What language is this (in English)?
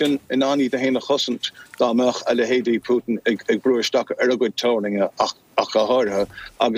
Irish